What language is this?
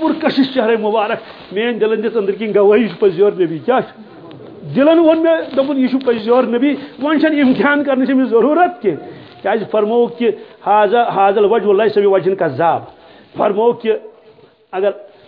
Kashmiri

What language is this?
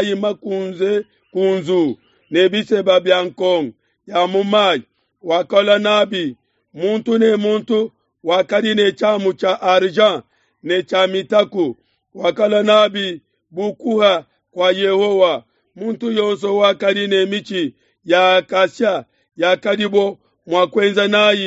Luba-Lulua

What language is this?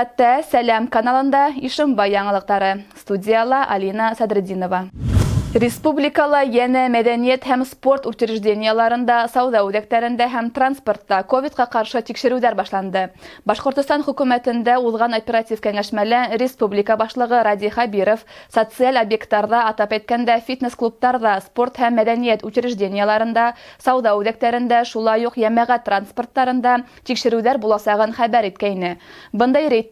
Bashkir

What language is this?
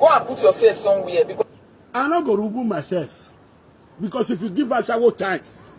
Nigerian Pidgin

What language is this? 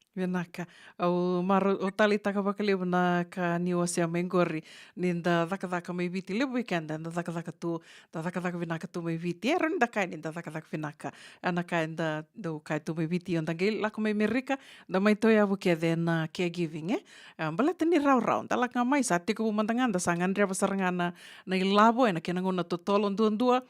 Fijian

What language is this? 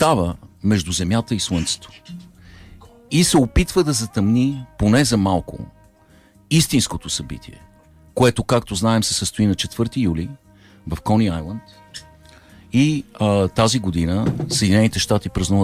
Bulgarian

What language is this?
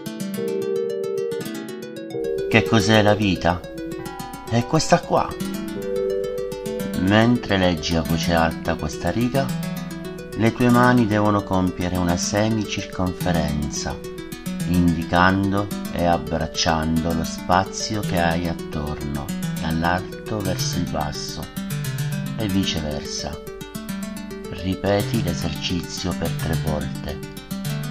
Italian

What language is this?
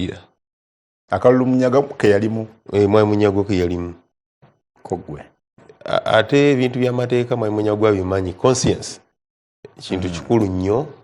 Ganda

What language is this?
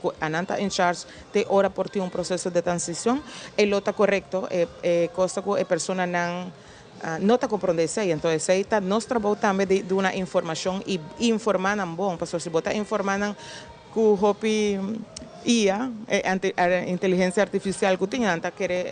Papiamento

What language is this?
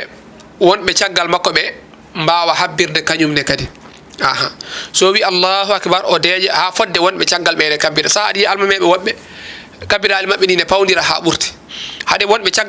Fula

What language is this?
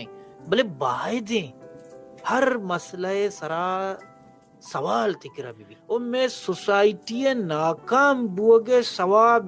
Baluchi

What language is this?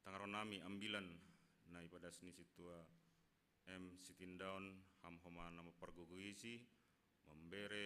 Batak Simalungun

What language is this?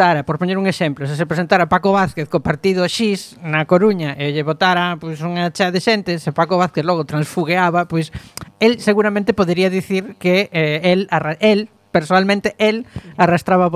Galician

